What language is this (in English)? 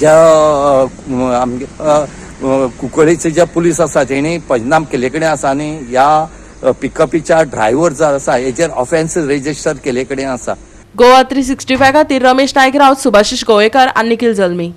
Konkani